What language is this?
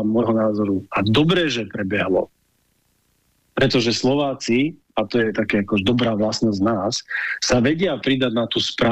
Slovak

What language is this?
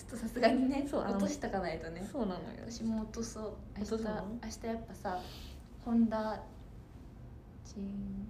Japanese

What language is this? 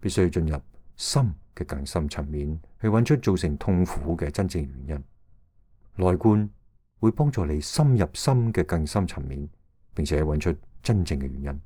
Cantonese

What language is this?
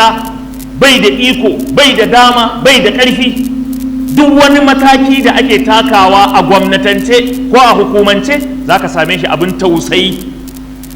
Hausa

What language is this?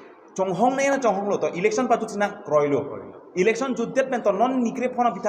Karbi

